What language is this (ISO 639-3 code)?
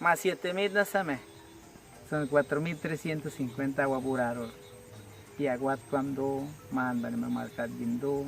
kwi